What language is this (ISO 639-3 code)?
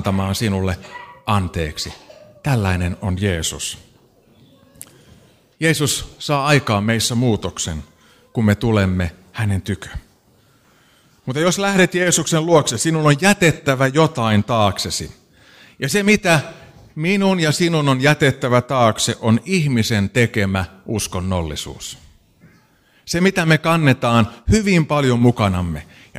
fin